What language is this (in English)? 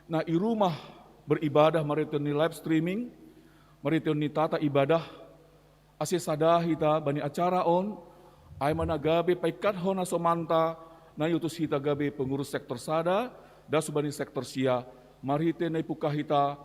Batak Simalungun